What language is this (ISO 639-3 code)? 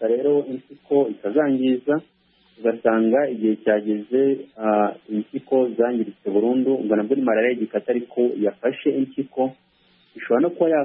kin